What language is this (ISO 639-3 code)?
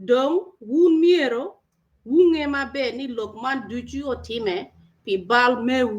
ach